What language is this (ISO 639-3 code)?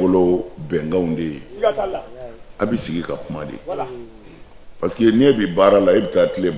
bam